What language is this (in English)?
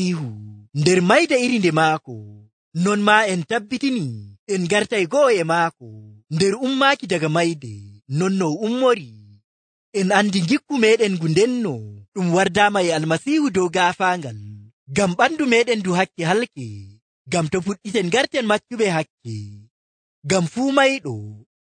Nigerian Fulfulde